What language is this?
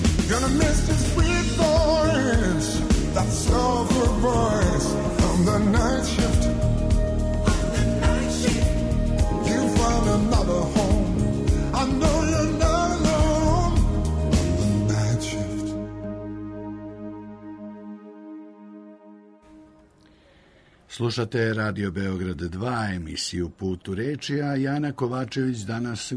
Serbian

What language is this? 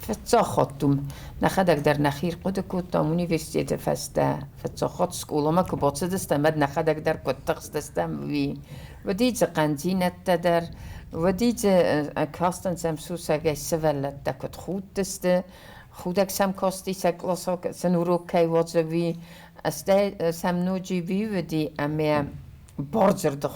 Ossetic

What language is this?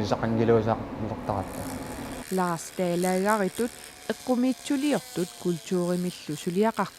Kalaallisut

